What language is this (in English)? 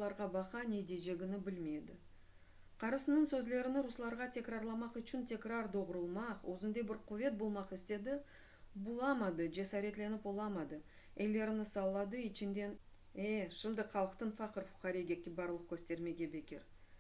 Crimean Tatar